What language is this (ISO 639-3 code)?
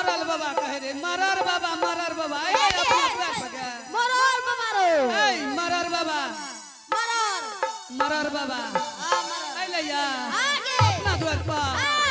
anp